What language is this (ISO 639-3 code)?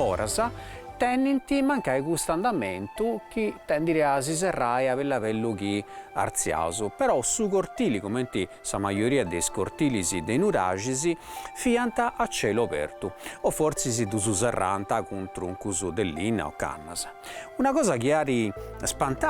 srd